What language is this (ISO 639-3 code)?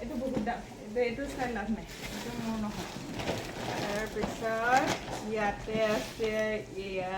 asm